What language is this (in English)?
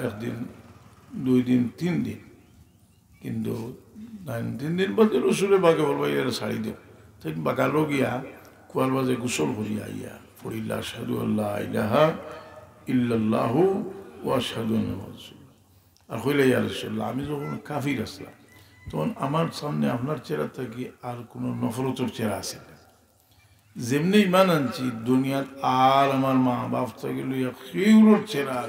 Sylheti